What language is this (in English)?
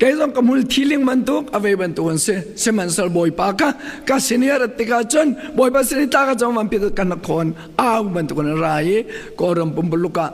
Hakha Chin